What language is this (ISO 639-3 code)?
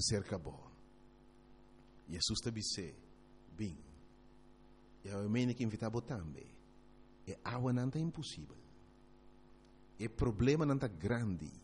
pap